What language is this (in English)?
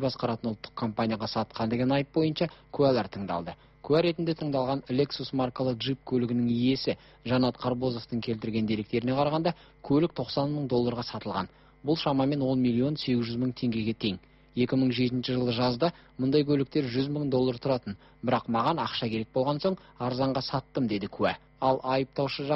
Kazakh